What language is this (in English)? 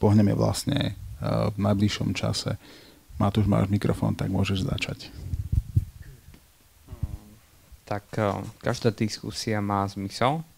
Slovak